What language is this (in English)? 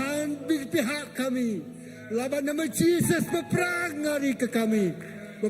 Iban